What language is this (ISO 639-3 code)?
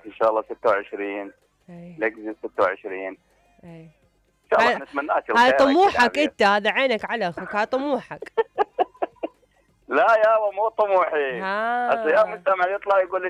acm